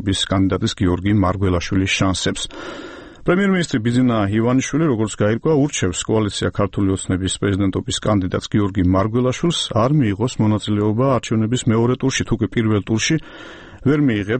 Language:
Georgian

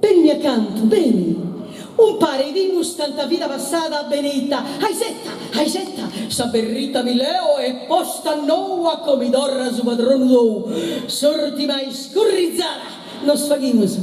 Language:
Sardinian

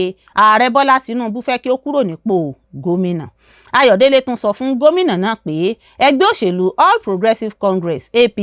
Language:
Yoruba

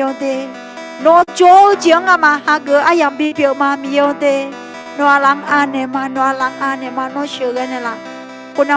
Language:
Akha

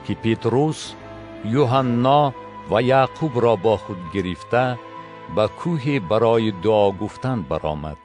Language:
Tajik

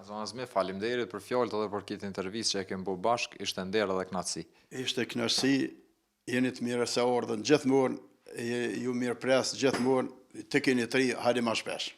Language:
Albanian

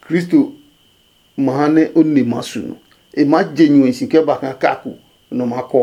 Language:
Adangme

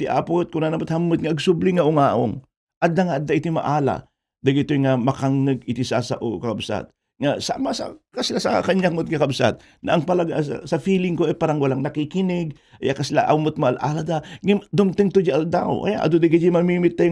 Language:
Iloko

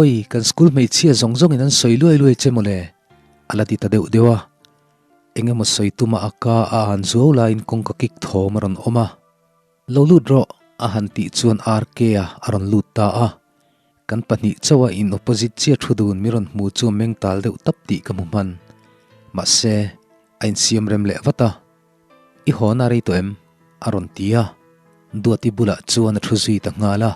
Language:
Mizo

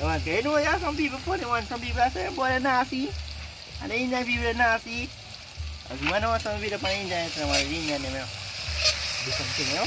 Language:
Jamaican Creole English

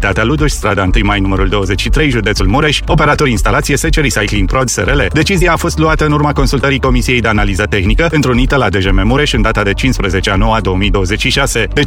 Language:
Romanian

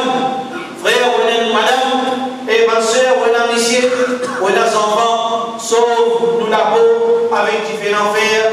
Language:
Morisyen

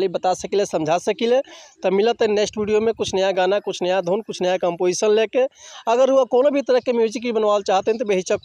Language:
Bhojpuri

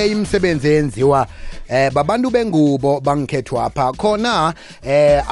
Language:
South Ndebele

